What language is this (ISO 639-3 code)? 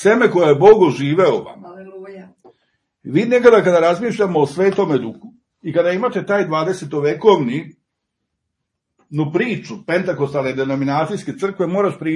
srp